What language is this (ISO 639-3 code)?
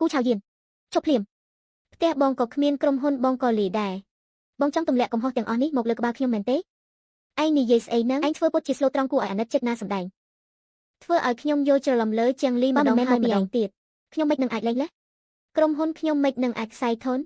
khm